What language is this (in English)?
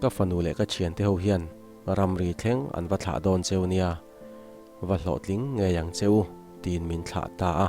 Mizo